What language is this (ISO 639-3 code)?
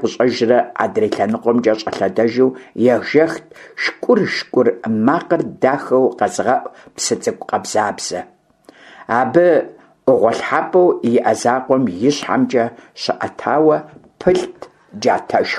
kbd